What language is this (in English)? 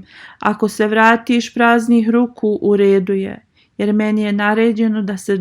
Bosnian